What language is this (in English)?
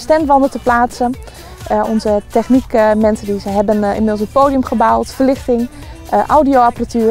Western Frisian